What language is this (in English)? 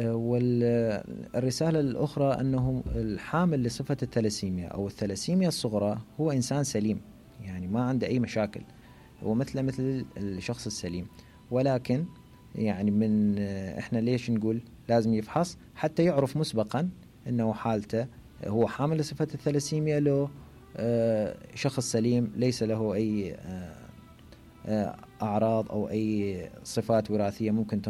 Mesopotamian Arabic